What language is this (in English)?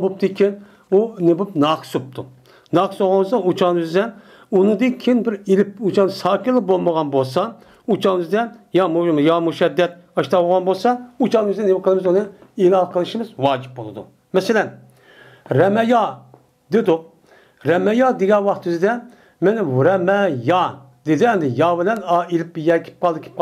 Uyghur